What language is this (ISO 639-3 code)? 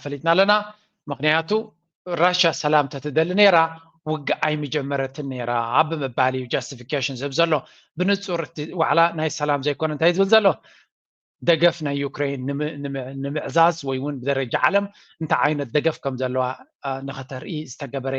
tir